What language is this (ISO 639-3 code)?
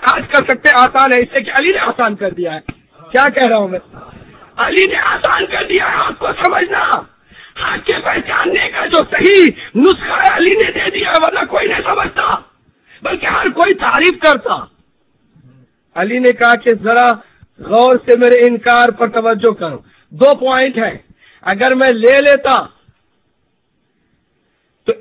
urd